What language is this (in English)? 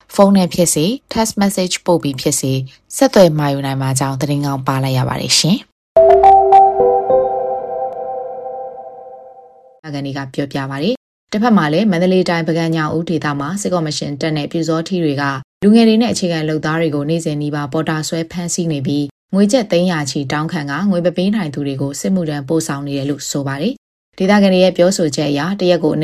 Burmese